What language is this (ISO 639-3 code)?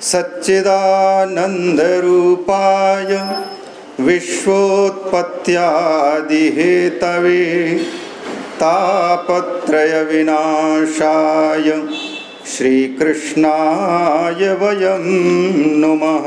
san